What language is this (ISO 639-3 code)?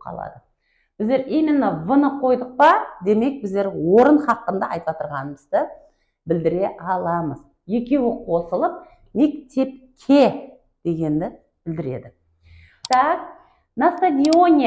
kaa